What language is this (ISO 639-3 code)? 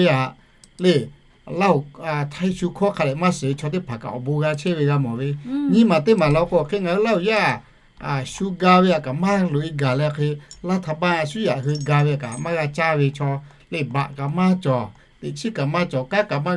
lhu